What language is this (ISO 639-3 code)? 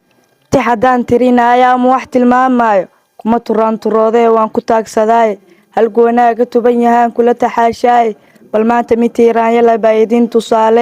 som